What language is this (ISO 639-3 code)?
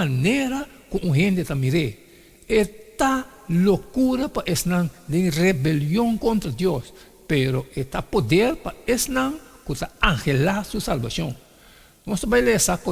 pap